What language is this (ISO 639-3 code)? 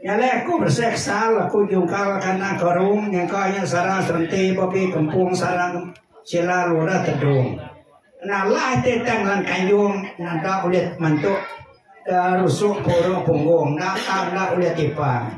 iba